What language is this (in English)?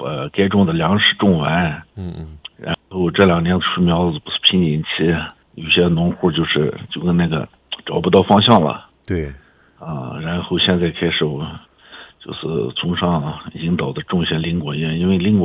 Chinese